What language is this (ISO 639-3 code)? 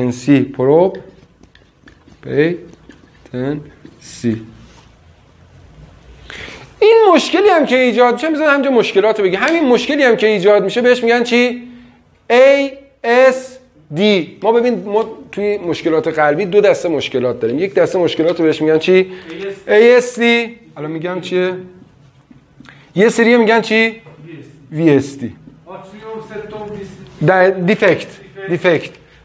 fas